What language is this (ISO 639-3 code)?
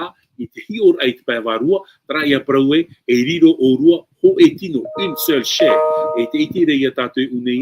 tah